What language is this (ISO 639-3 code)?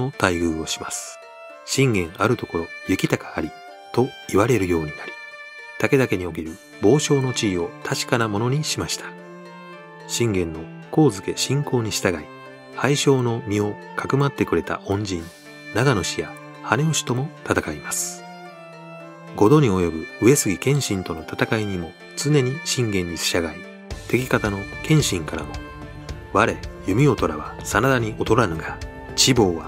jpn